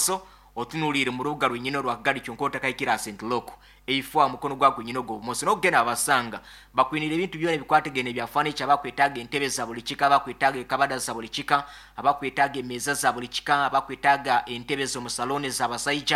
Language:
Nyankole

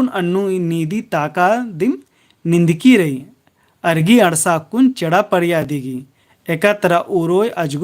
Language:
Kurukh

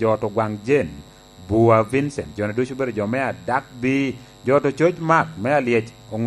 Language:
Lango (Uganda)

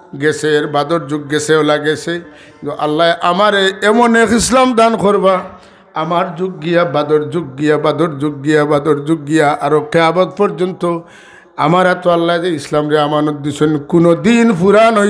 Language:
Sylheti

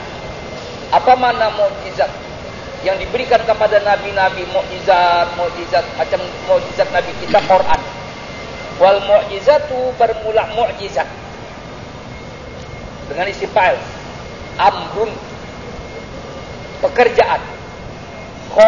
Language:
Indonesian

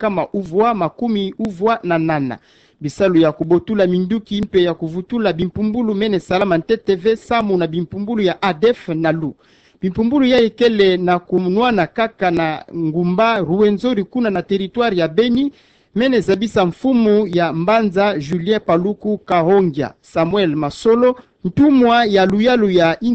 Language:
Kituba (Democratic Republic of Congo)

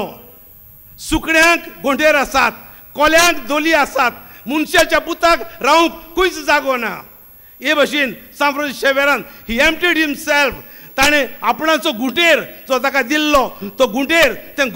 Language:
Konkani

